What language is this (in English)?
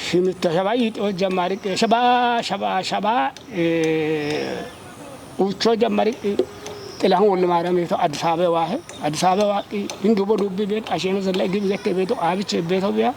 Kafa